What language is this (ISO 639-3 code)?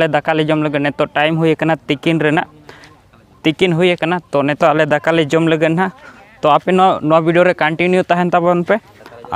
sat